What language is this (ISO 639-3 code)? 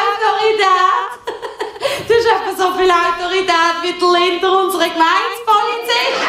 gsw